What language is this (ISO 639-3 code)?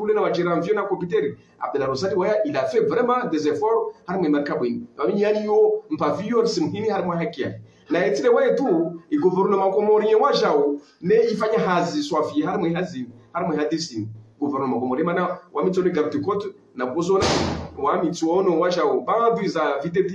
zdj